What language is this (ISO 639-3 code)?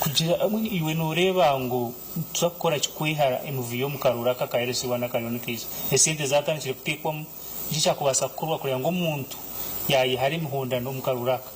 nyn